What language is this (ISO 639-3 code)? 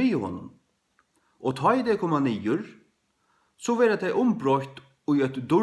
fao